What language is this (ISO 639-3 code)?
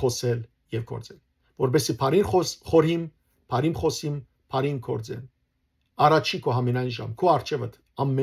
hyw